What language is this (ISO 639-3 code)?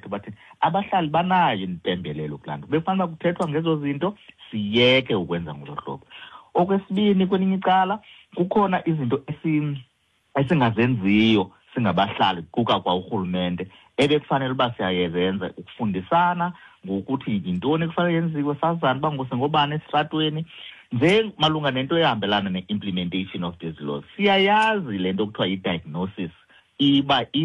xho